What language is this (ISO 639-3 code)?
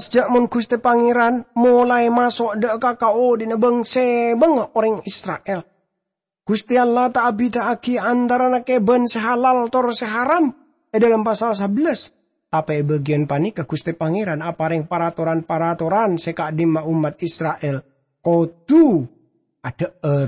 mad